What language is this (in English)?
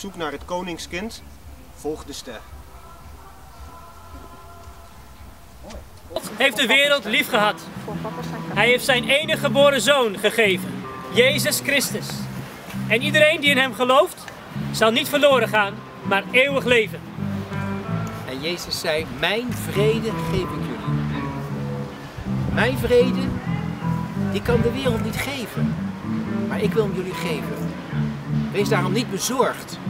Dutch